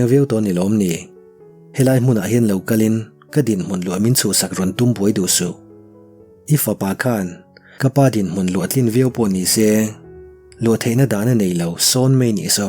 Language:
Mizo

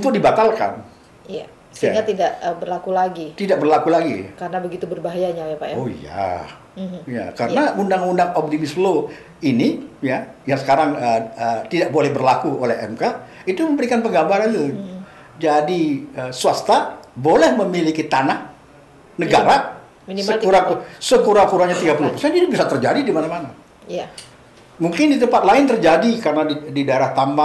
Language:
Indonesian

